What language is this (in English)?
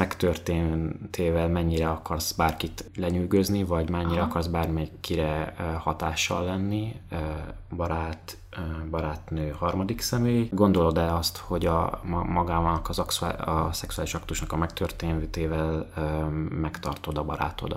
Hungarian